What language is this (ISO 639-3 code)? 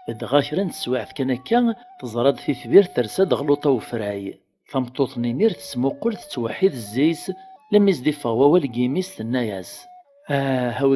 kab